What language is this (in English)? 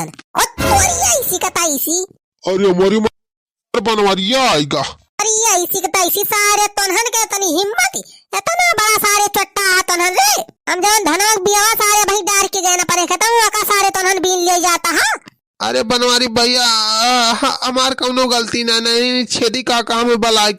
Awadhi